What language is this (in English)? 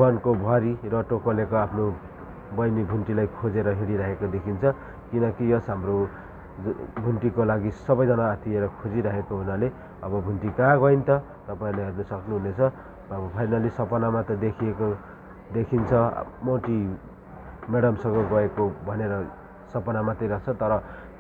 Nepali